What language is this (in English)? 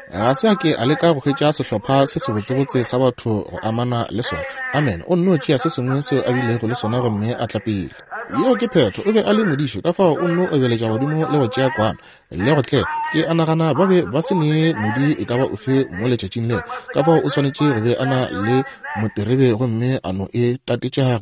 Northern Sotho